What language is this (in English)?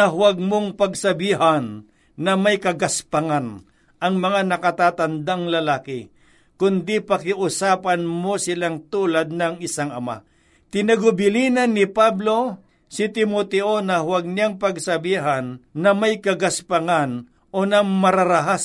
Filipino